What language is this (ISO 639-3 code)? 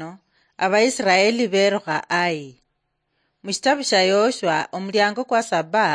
luy